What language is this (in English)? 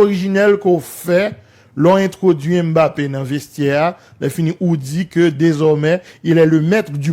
Haitian Creole